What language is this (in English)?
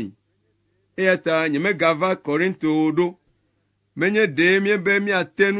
Ewe